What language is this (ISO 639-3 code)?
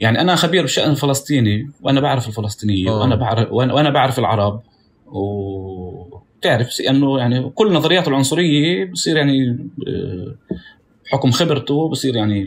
apc